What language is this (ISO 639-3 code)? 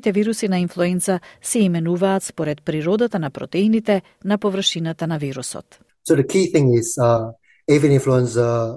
mkd